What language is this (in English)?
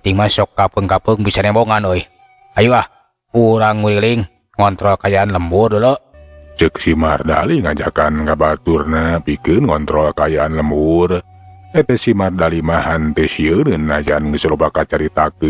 Sundanese